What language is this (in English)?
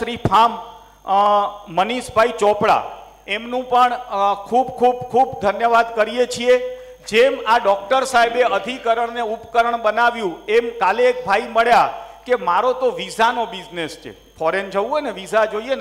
Gujarati